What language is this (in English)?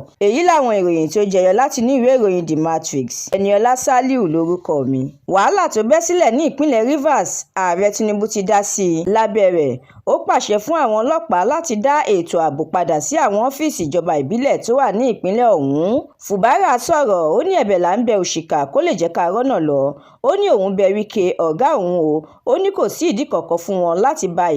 Yoruba